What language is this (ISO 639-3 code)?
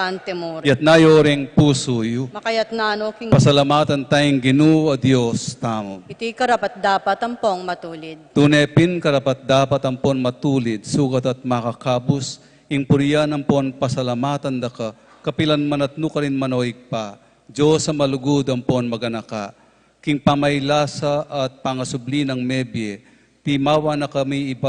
pam